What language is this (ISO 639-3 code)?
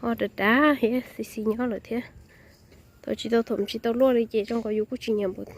hmn